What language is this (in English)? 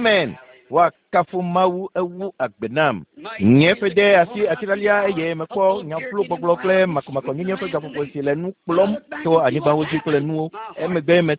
Ewe